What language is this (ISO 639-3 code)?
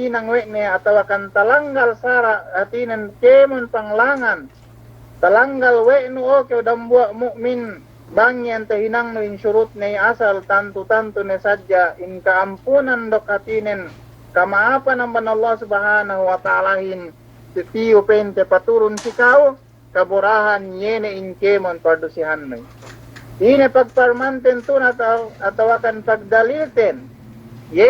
yka